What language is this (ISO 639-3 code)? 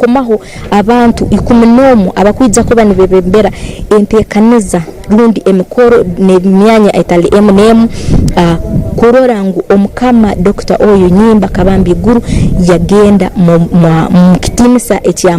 ttj